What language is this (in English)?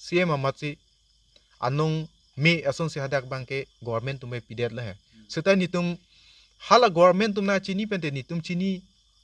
Karbi